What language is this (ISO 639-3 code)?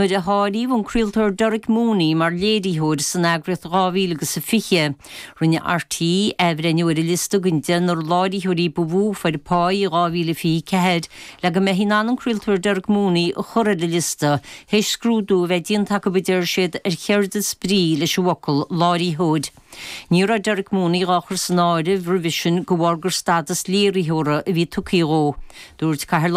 gle